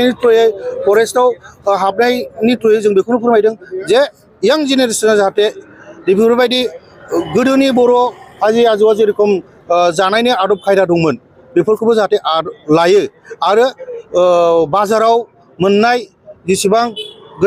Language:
Bodo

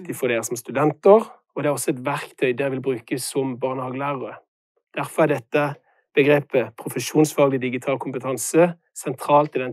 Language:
Norwegian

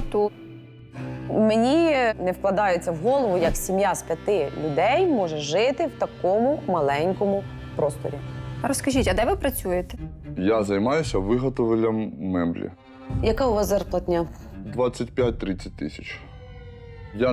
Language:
Ukrainian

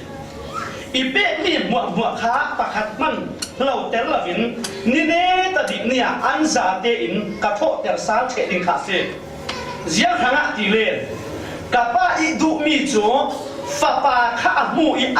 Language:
Falam Chin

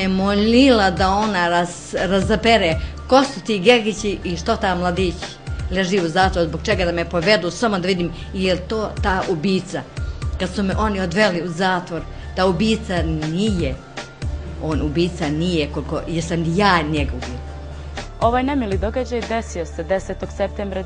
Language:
Bosnian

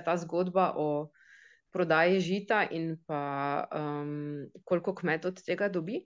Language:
Slovenian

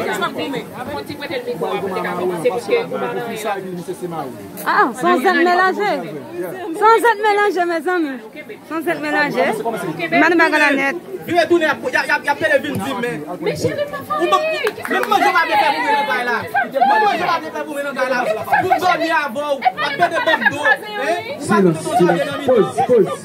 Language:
Haitian Creole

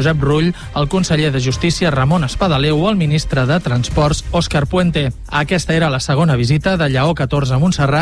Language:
Catalan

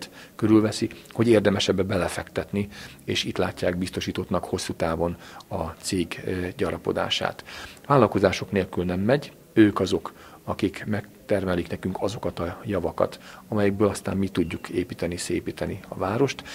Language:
Hungarian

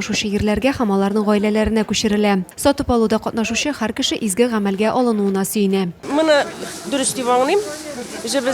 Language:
Tatar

